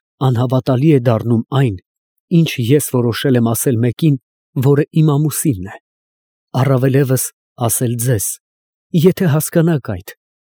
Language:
Armenian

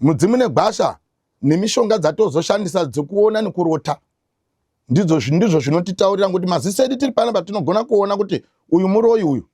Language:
Shona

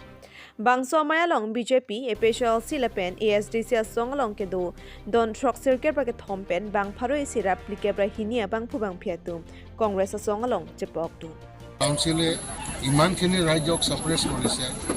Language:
Karbi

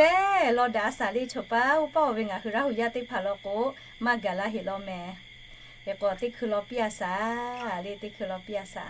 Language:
Lahu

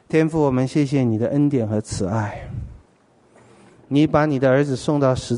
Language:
Chinese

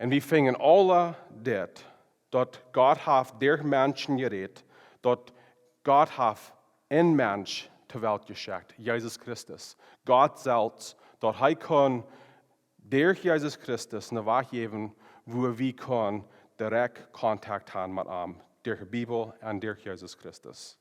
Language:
Plautdietsch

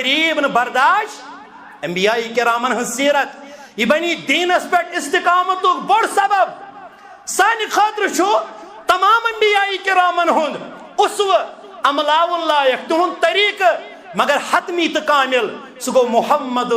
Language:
Kashmiri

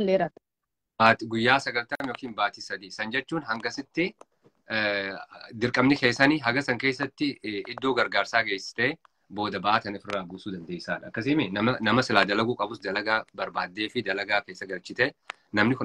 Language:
Oromo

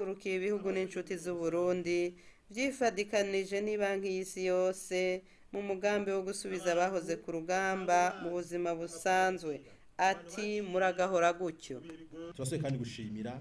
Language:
Rundi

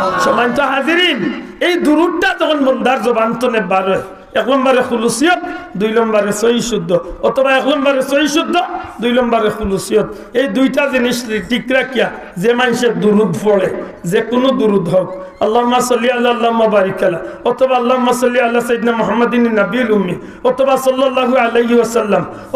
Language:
Sylheti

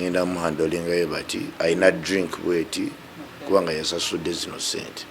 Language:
Ganda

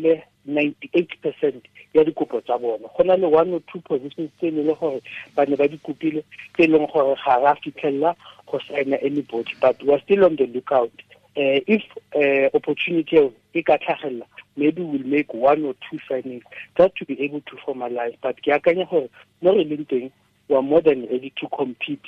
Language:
Tswana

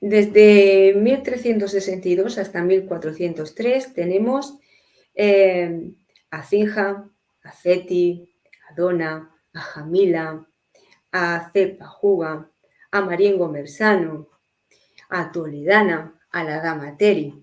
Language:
Ladino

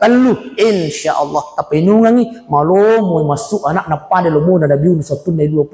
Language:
Buginese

